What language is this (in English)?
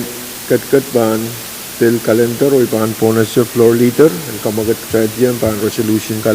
Pohnpeian